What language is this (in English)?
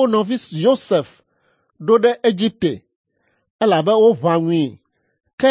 Ewe